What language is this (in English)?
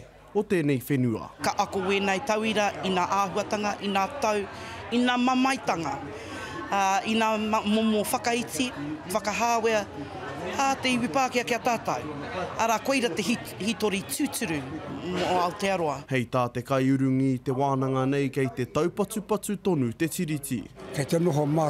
Māori